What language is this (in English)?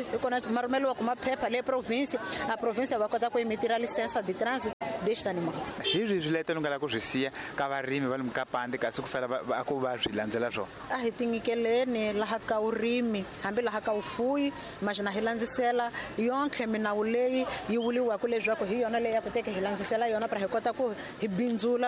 Tsonga